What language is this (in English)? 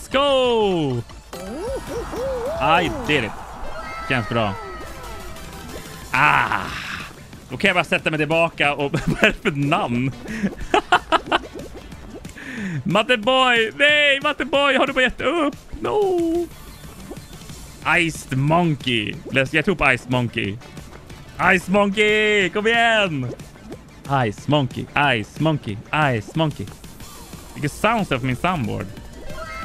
Swedish